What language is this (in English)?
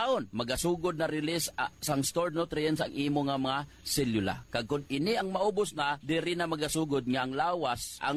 Hiligaynon